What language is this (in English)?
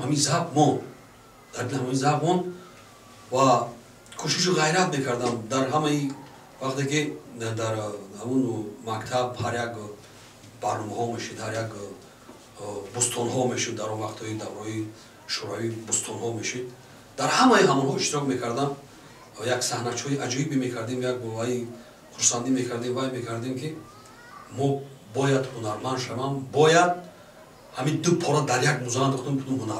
Tajik